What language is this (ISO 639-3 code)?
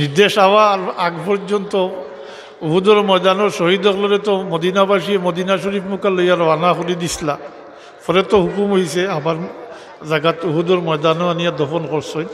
syl